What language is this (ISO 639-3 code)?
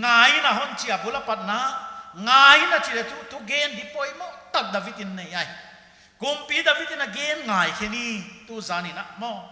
pck